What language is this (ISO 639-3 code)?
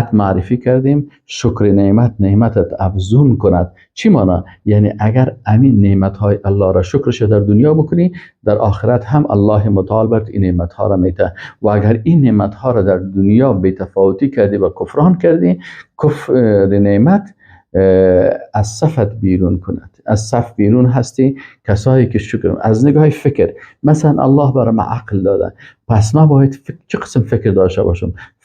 fas